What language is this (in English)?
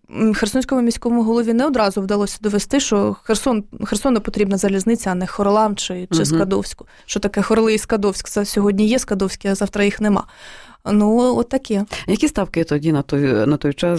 Ukrainian